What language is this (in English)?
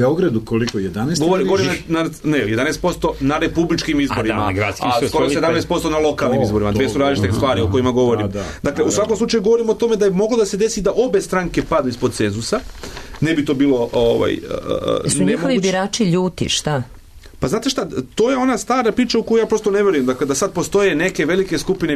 Serbian